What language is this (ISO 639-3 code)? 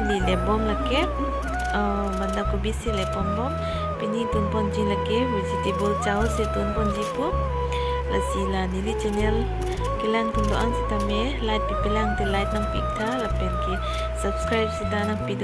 mjw